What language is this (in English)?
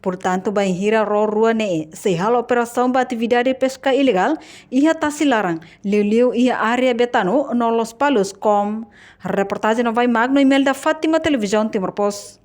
Tetum